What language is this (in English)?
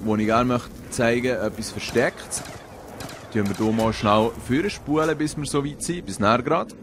Swiss German